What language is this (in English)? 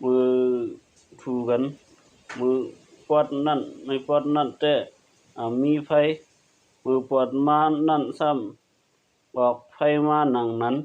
Shan